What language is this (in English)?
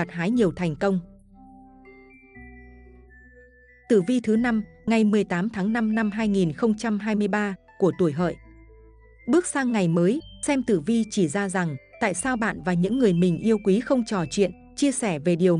Vietnamese